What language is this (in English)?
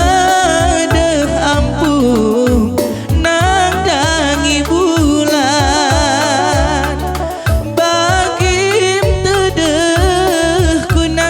Batak Karo